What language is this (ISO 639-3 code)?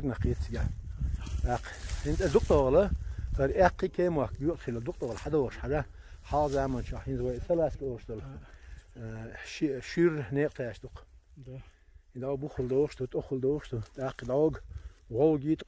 che